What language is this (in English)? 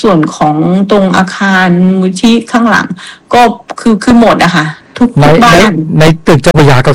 Thai